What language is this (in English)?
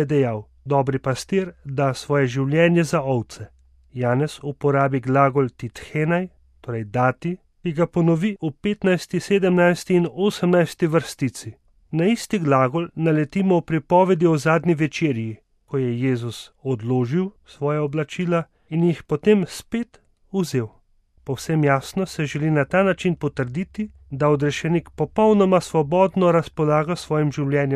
Slovenian